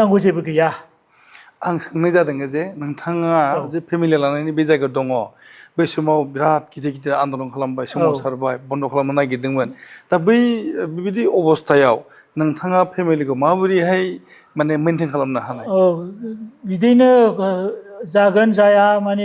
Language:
Bodo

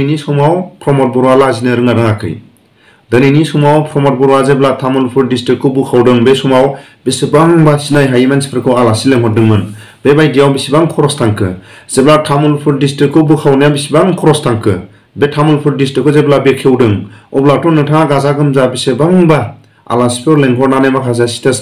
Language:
Bodo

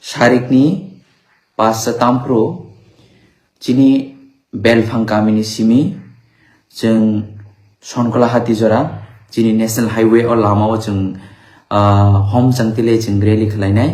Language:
Kok Borok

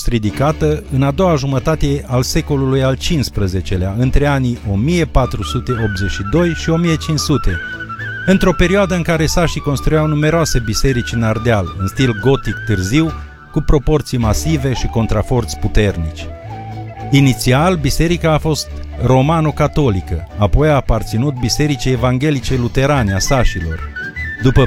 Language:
Romanian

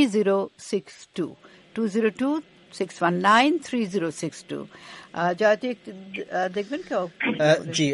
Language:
Bangla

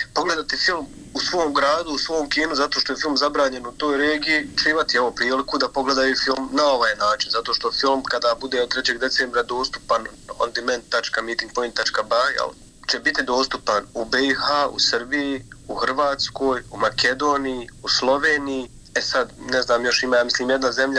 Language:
Bosnian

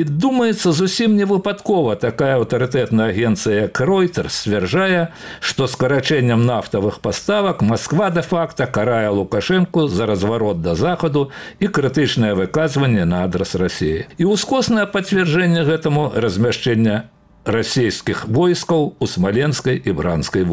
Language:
Belarusian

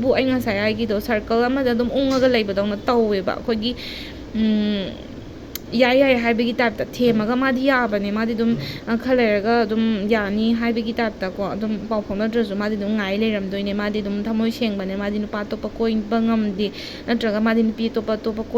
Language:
Manipuri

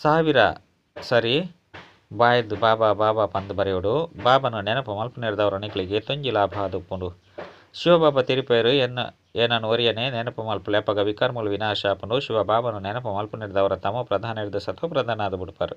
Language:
Tulu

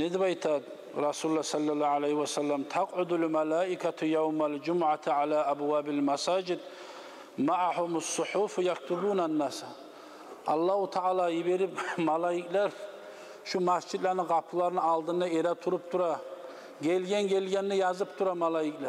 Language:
Kumyk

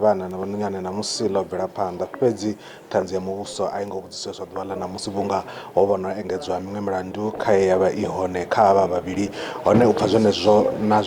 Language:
Venda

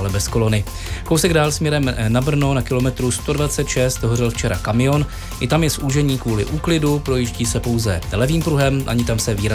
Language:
Czech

